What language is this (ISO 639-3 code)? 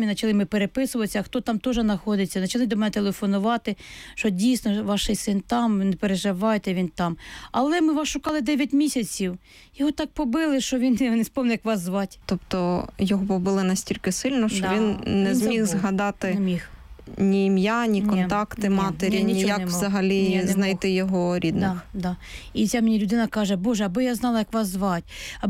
ukr